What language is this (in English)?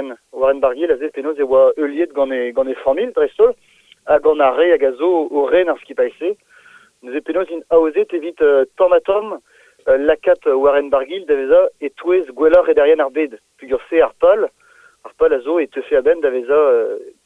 Breton